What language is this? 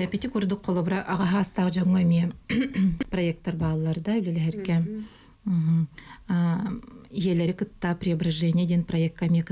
Yakut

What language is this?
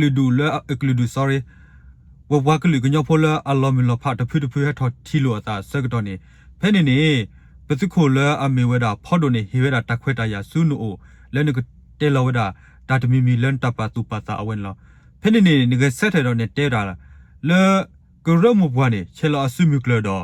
S'gaw Karen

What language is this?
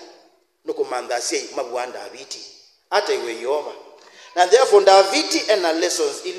Kamba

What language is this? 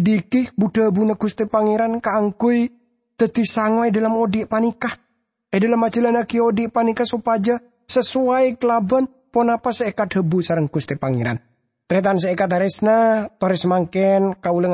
Madurese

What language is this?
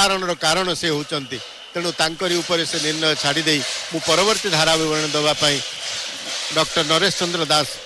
Odia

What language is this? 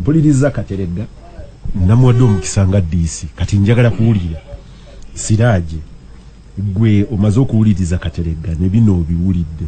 Ganda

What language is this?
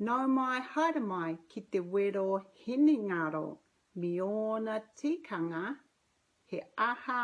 Māori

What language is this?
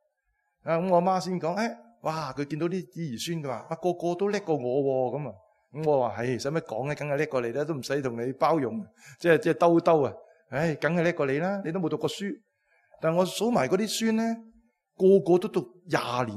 Cantonese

